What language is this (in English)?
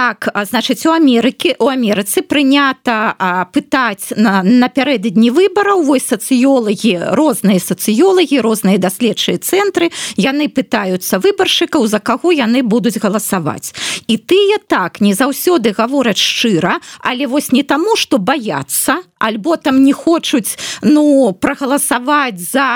Belarusian